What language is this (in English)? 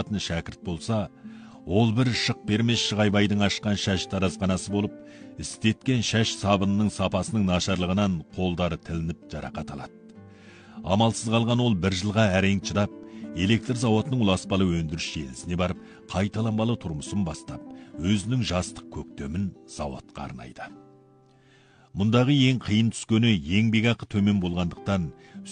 Kazakh